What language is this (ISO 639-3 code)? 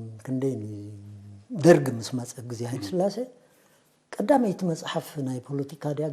tir